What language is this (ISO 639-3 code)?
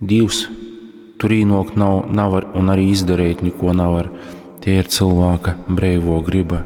ltg